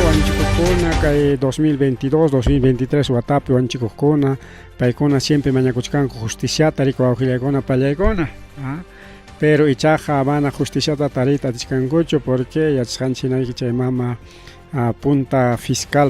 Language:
Ayacucho Quechua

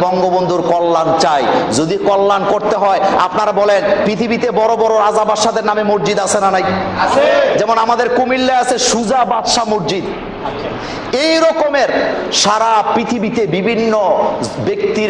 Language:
Bangla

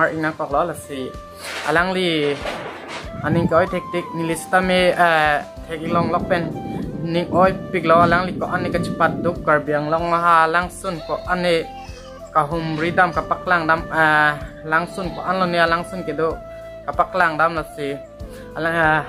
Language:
Karbi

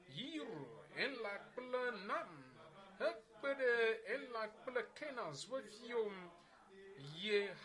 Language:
Ewe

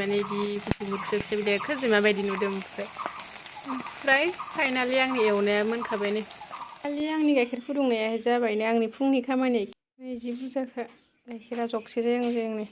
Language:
Bodo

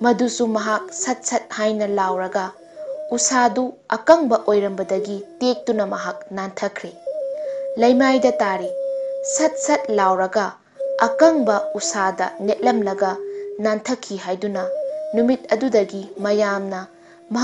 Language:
Manipuri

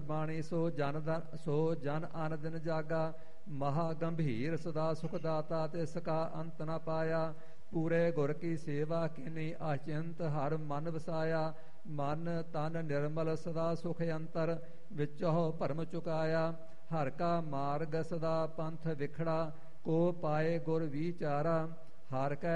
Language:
Punjabi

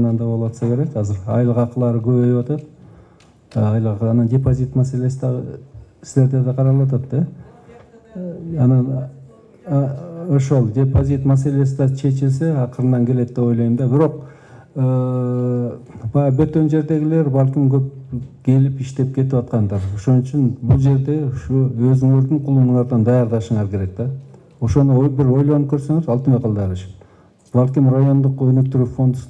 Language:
Kyrgyz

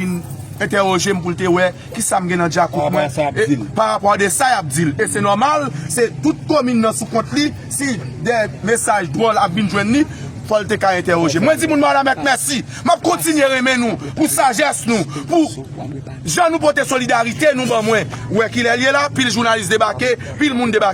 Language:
Haitian Creole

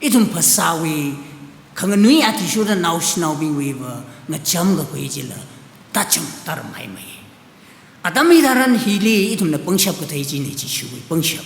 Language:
Tangkhul Naga (India)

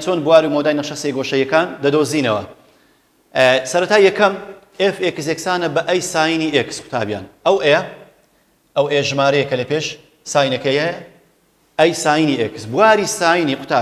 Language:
Central Kurdish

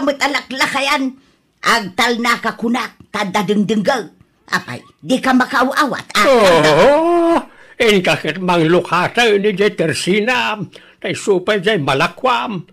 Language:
Iloko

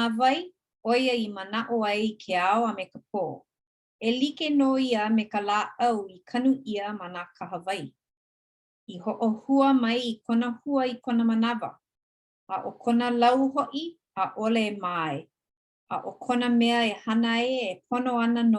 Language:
Hawaiian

